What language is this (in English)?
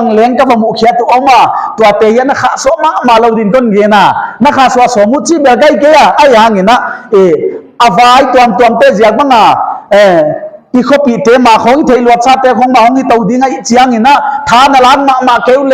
Paite Chin